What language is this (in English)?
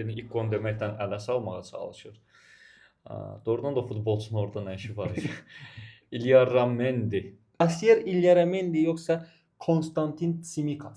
Azerbaijani